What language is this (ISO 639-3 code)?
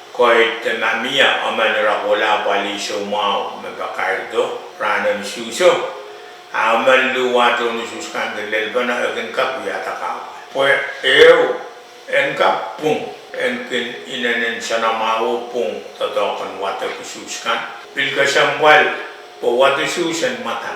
pon